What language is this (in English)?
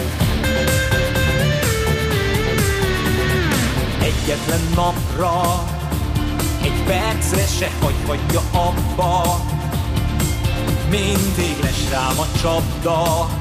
Hungarian